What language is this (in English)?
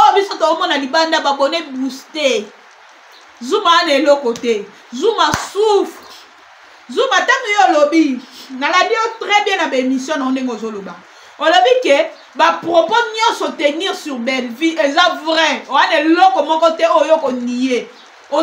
Lingala